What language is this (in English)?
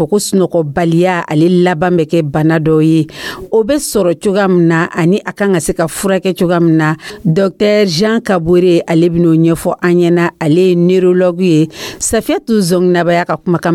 Dyula